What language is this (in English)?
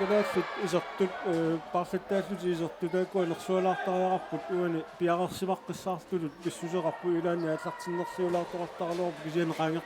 Kalaallisut